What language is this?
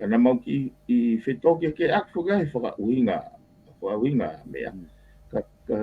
Tongan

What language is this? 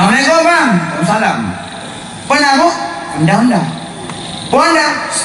Achinese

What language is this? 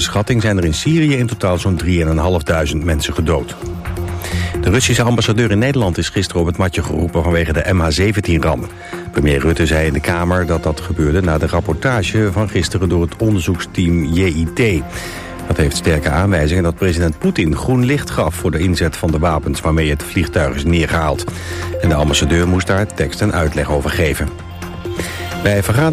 Dutch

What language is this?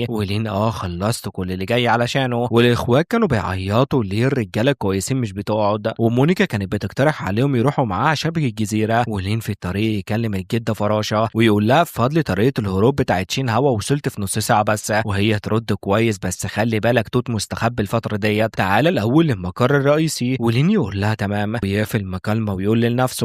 Egyptian Arabic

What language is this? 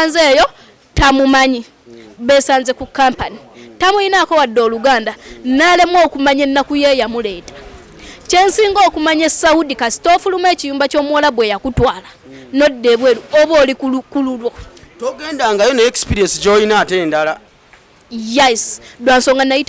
Ganda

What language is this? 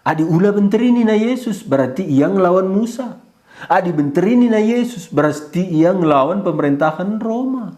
Batak Karo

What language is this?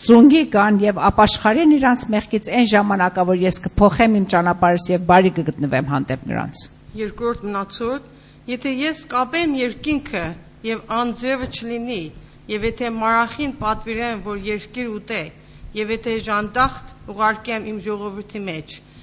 Armenian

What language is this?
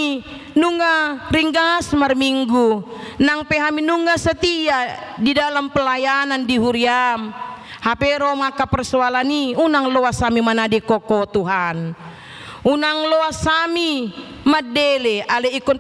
Batak Toba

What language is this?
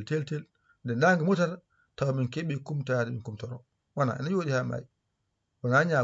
Fula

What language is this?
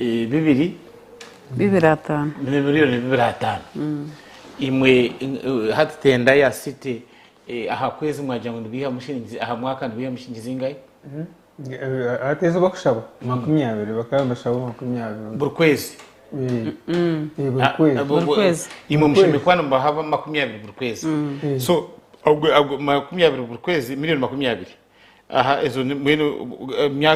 Nyankole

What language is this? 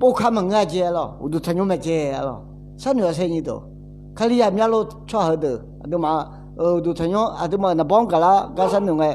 Akha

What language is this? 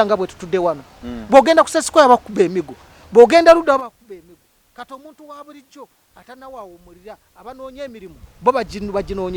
Ganda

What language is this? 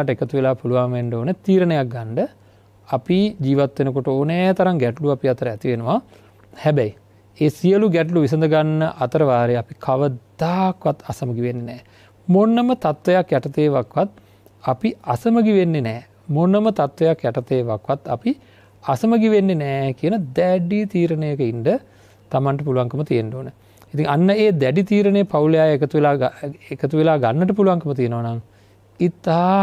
Sinhala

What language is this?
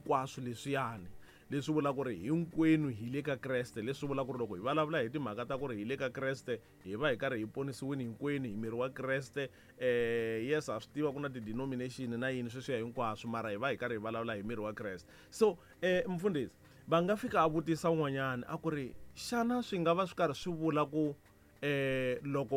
Tsonga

